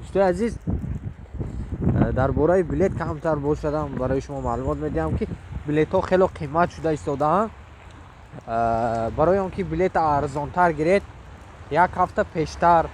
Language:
Tajik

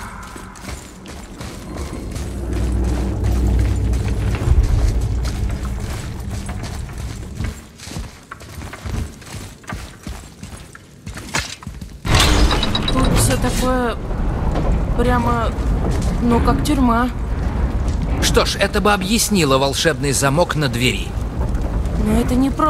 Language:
Russian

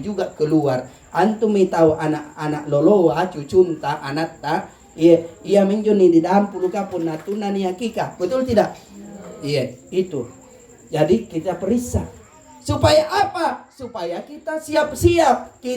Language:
Makasar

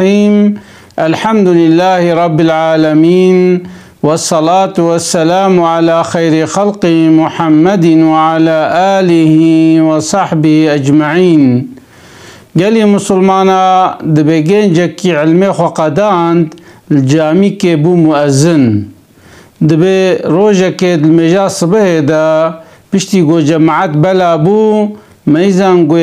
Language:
Kurdish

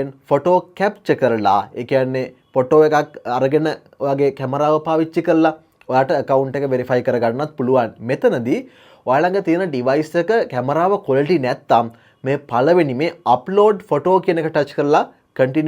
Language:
Sinhala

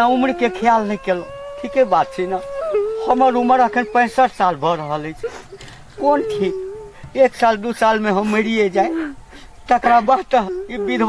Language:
Maithili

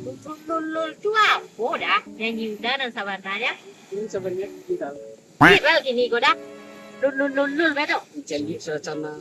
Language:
Minangkabau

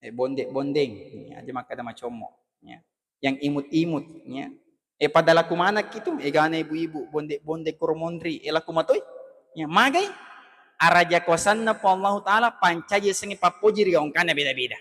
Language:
Buginese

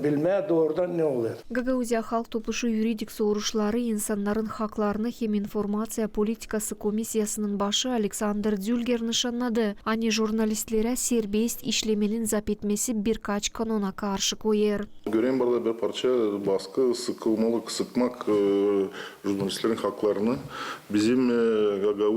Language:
Gagauz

